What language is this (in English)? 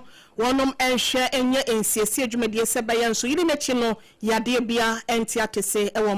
Akan